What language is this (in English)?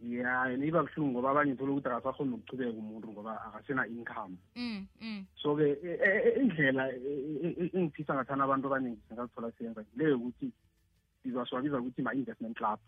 South Ndebele